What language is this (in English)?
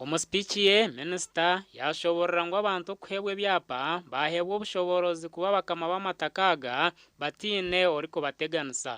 Nyankole